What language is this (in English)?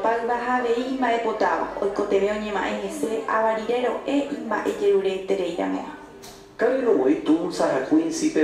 Guarani